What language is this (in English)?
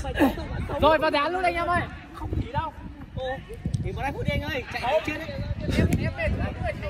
Vietnamese